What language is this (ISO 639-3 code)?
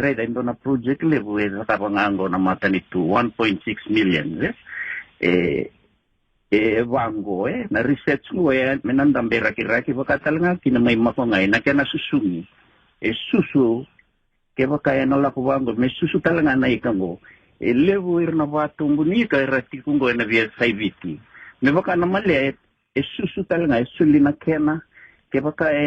fij